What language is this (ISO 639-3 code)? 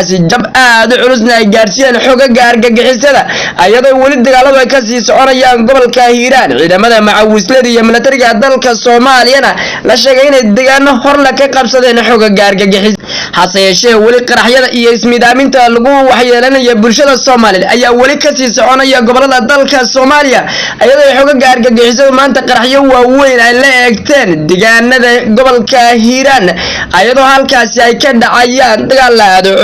som